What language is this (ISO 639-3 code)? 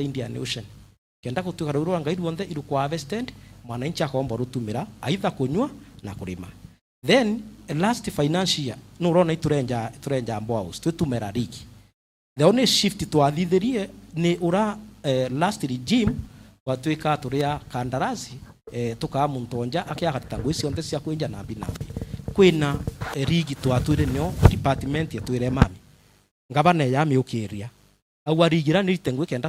mer